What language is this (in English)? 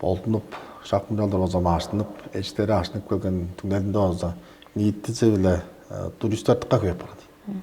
Tuvinian